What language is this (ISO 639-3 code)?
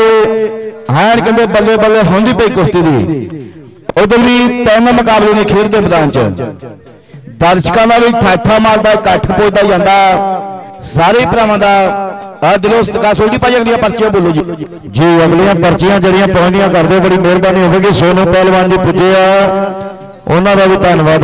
pan